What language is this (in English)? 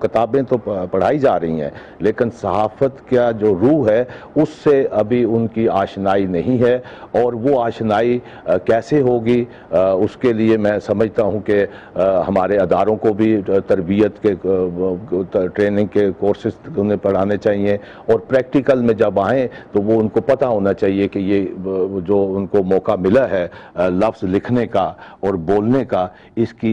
Urdu